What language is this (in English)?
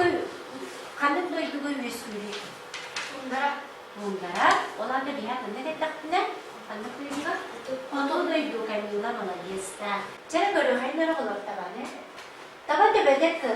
Yakut